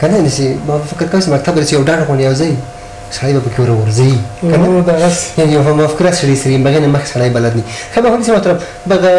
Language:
Pashto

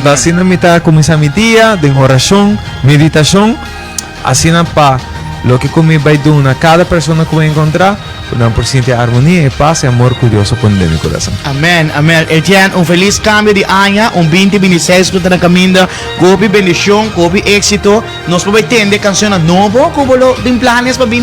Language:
Papiamento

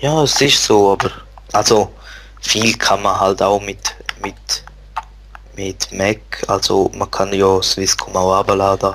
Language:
Swiss German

